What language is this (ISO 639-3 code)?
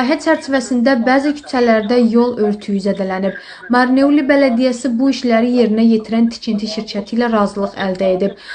aze